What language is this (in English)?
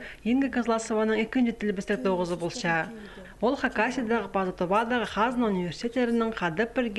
Khakas